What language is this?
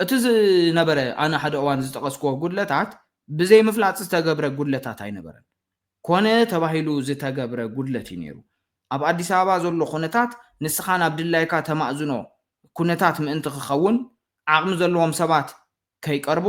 Tigrinya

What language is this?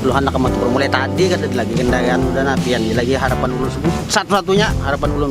Banjar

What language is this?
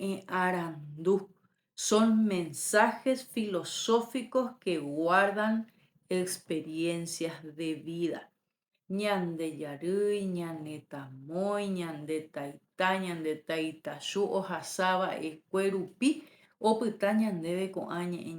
Guarani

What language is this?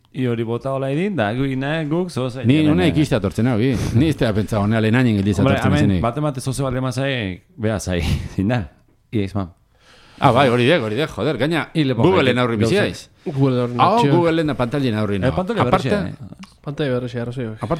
Basque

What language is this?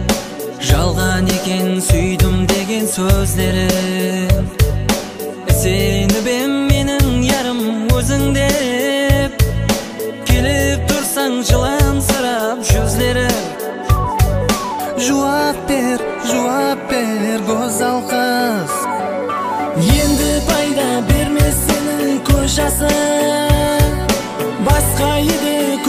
Kazakh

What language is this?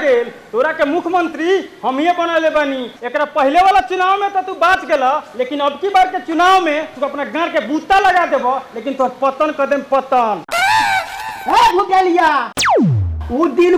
Bhojpuri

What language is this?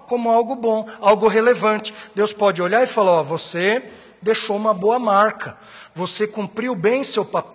Portuguese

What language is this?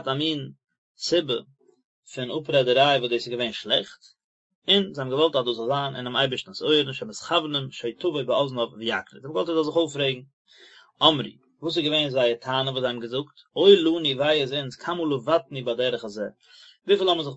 Yiddish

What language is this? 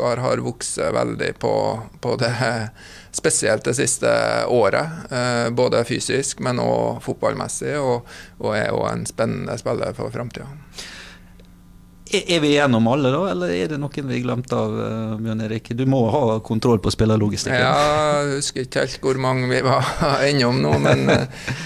Norwegian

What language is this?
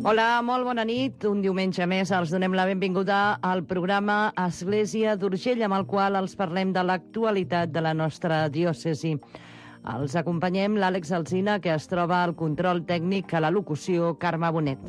Catalan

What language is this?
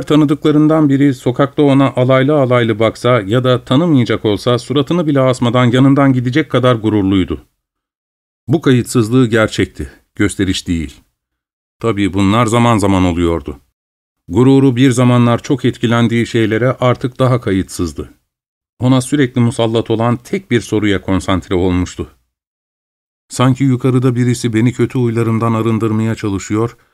Turkish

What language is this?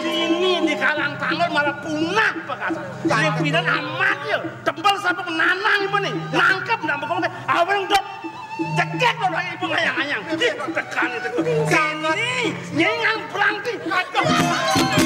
Balinese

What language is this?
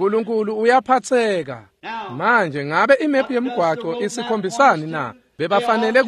Swati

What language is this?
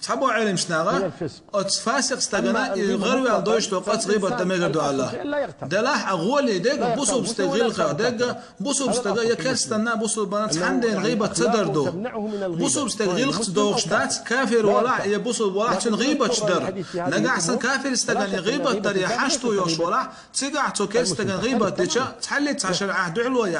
Chechen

